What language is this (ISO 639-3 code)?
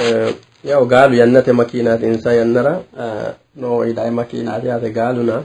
sid